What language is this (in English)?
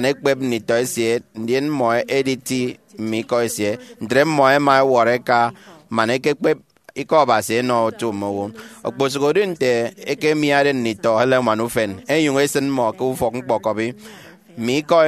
Efik